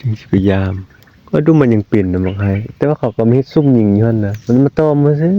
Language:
Northeastern Thai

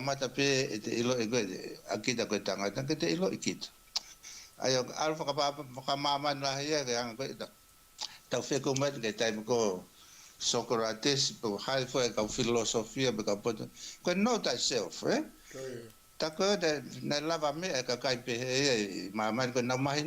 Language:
Tongan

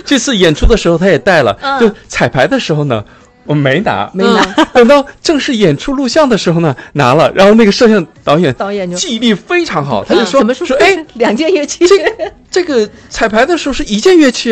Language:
Chinese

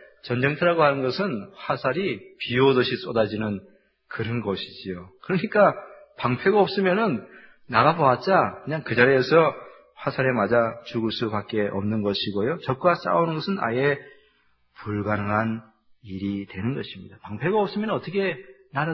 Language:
Korean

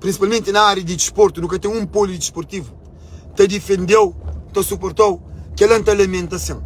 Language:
Kabuverdianu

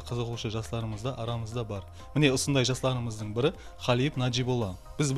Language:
Kara-Kalpak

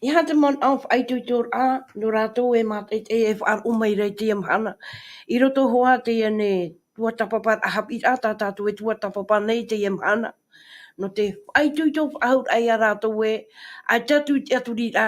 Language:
Tahitian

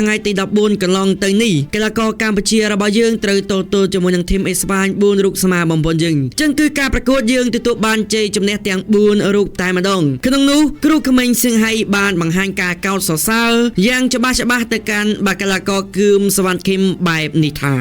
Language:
Khmer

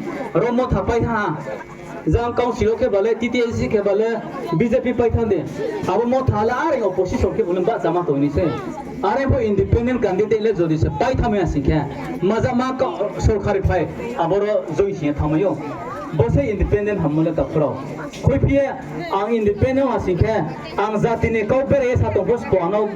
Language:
Riang (India)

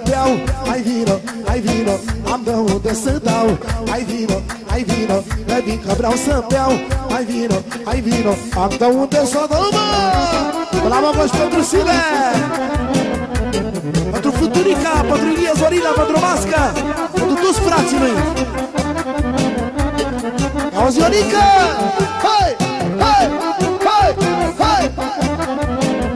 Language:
Romanian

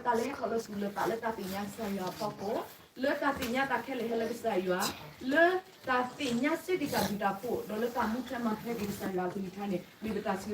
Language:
S'gaw Karen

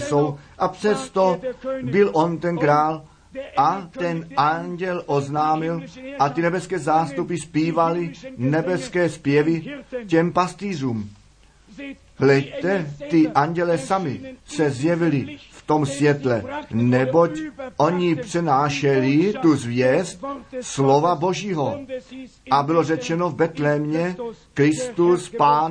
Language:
Czech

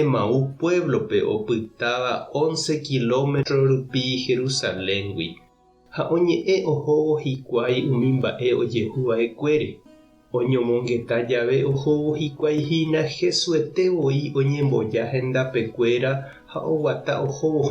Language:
Guarani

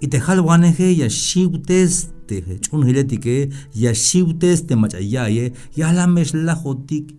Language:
Tzeltal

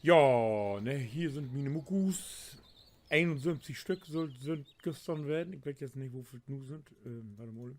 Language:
Low German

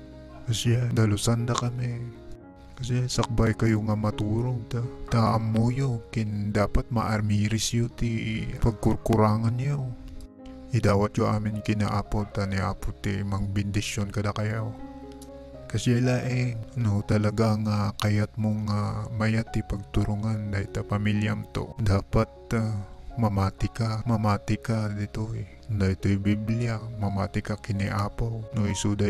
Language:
Iloko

